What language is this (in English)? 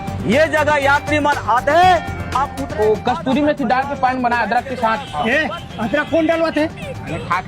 Chhattisgarhi